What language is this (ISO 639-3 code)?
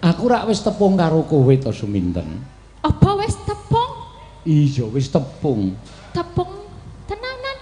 jav